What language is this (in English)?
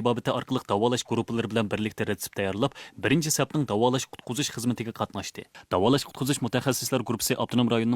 Uyghur